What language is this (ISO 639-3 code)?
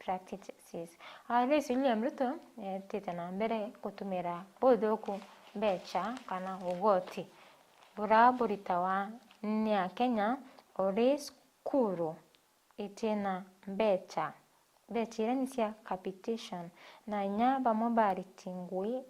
mer